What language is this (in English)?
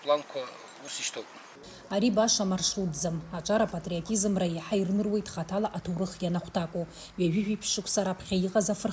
Abkhazian